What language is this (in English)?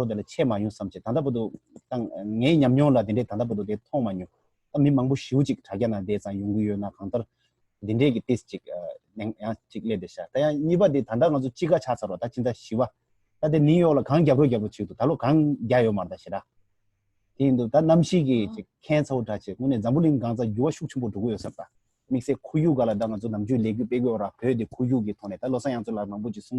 Tibetan